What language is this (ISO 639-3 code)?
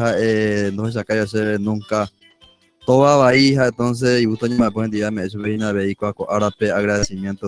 grn